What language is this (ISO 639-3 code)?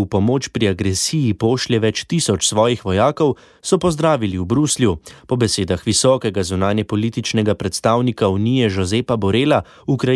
slv